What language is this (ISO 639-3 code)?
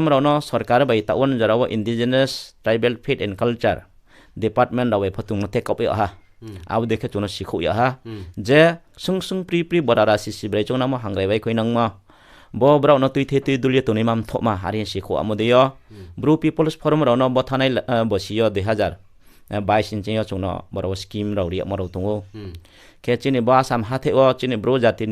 ria